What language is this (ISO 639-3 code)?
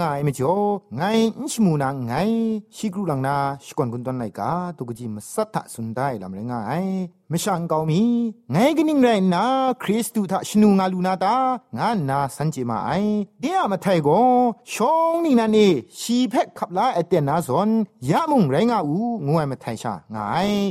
tha